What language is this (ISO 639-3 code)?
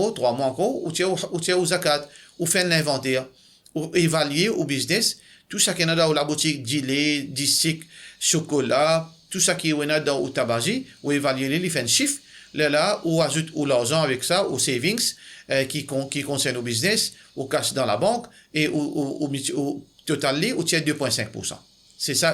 mfe